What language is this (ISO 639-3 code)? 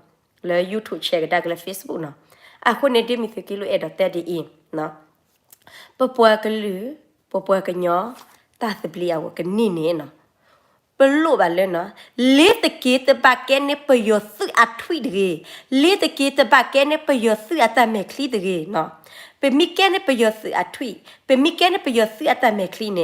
ksw